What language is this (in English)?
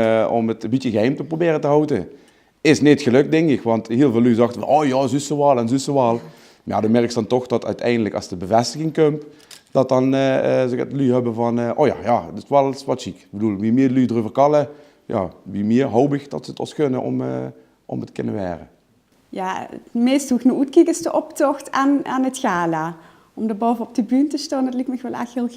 Limburgish